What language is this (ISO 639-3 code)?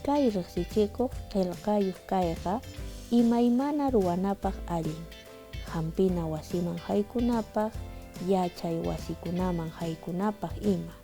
que